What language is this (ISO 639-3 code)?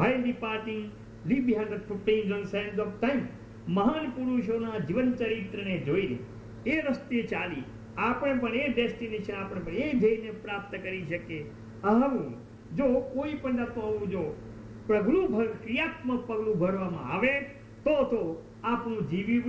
guj